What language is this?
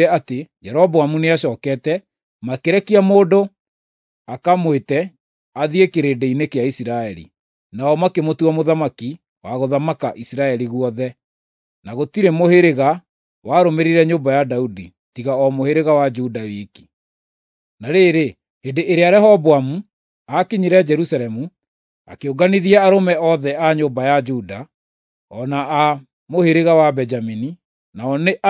Kikuyu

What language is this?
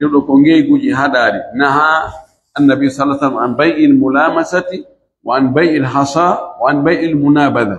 Pular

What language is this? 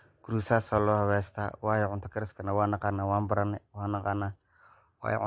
Somali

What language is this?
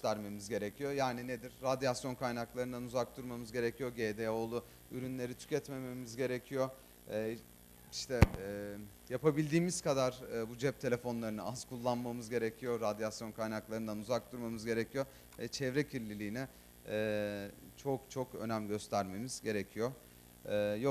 Turkish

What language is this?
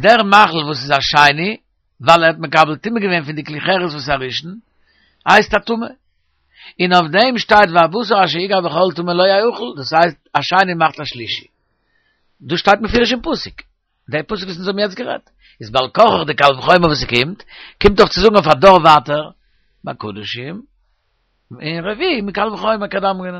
Yiddish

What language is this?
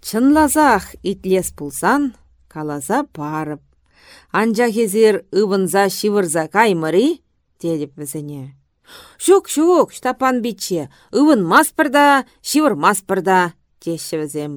Chuvash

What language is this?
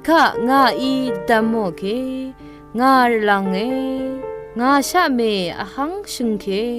Rawang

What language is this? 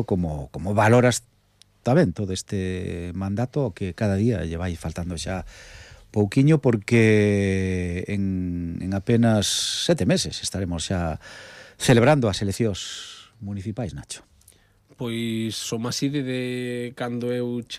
Galician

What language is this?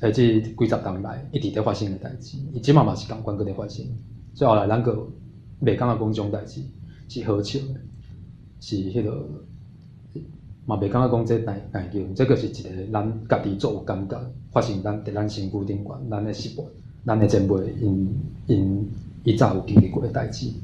Min Nan Chinese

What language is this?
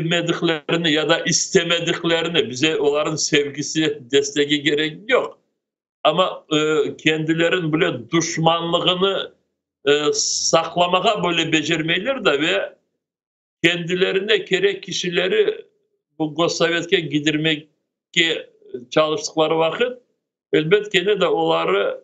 Crimean Tatar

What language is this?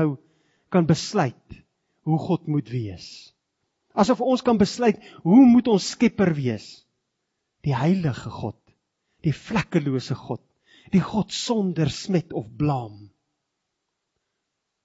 Afrikaans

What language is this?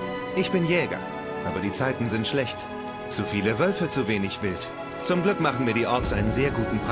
Bavarian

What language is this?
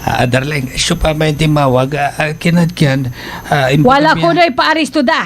Pangasinan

